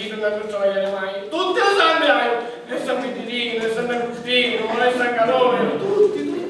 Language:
Sicilian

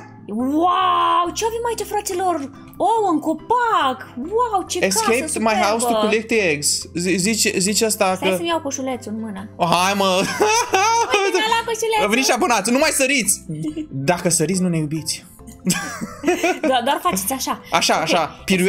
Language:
Romanian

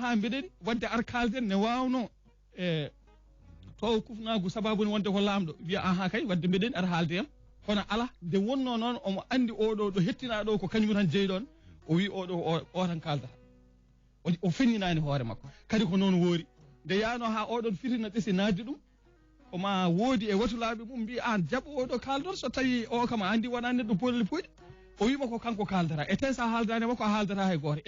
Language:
Fula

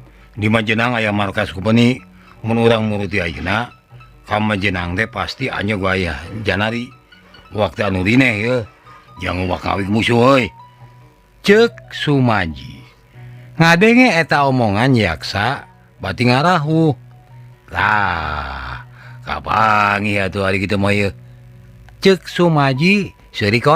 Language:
Sundanese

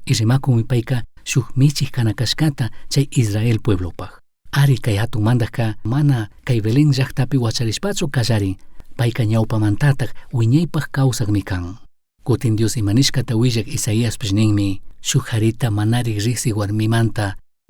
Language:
Chimborazo Highland Quichua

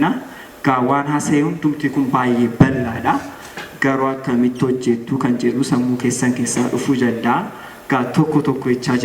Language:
Oromo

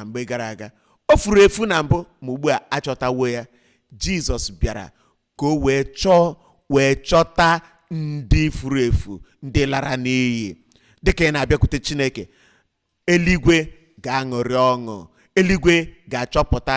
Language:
Igbo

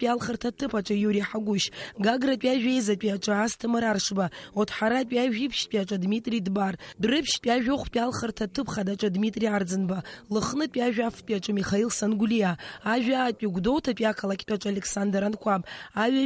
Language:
Abkhazian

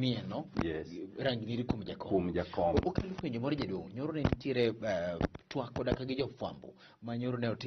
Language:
Luo (Kenya and Tanzania)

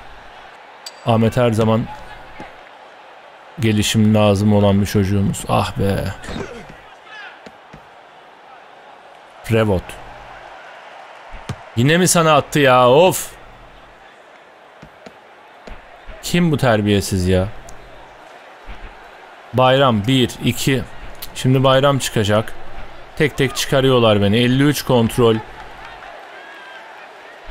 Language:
Turkish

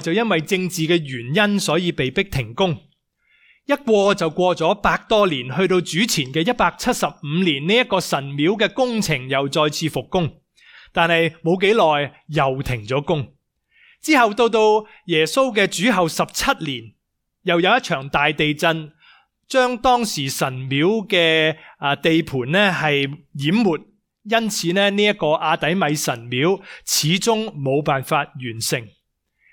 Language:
Cantonese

